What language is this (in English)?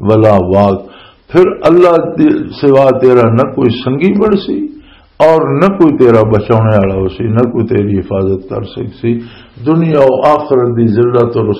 Western Panjabi